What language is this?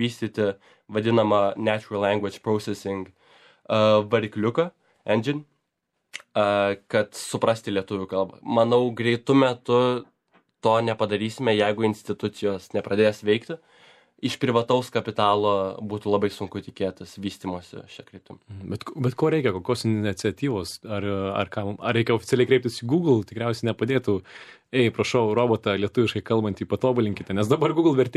Lithuanian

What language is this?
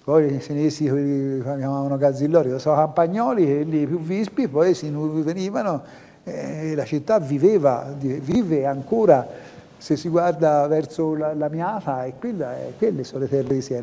Italian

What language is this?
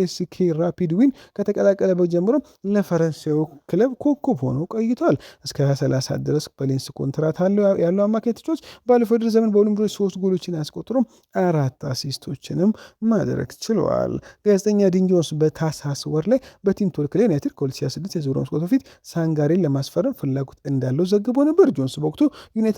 Amharic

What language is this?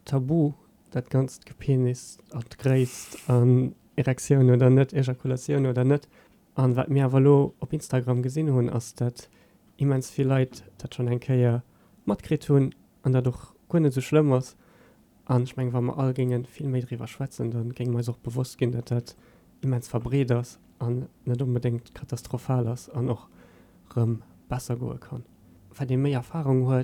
Luxembourgish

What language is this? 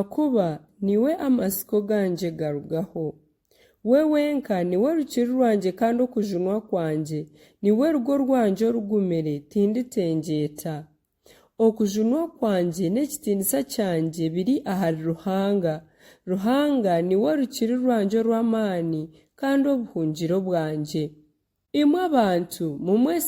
Nyankole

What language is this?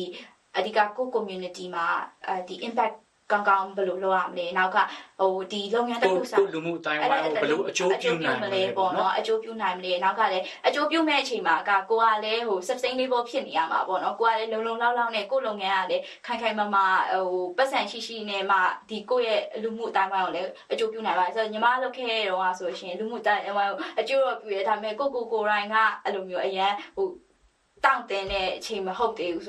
Burmese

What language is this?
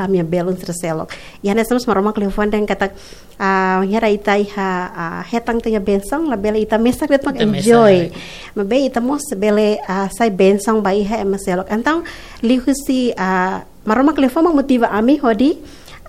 Tetum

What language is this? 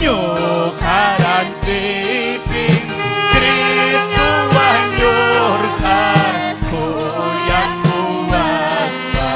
Ayacucho Quechua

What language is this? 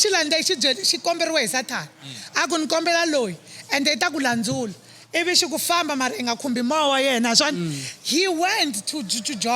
Tsonga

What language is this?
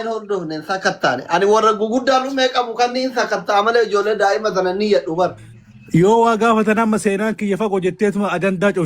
Oromo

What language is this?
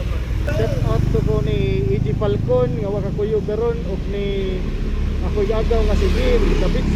Cebuano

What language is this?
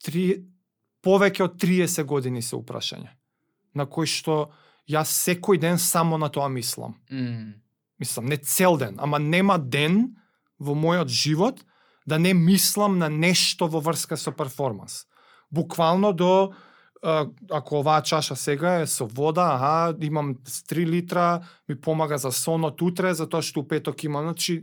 Macedonian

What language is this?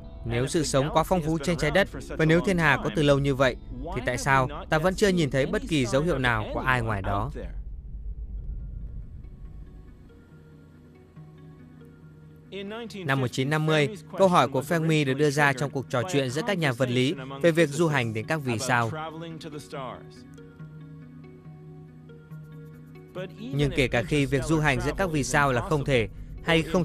Vietnamese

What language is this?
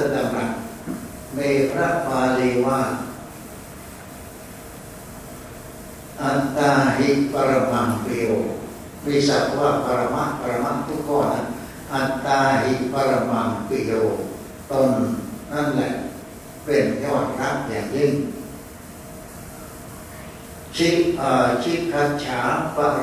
Thai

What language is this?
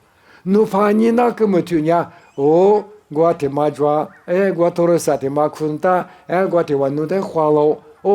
Lisu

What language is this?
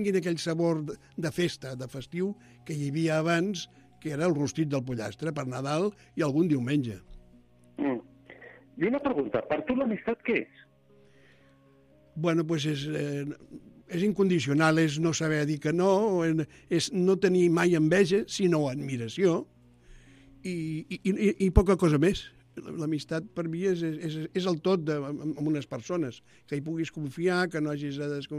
Catalan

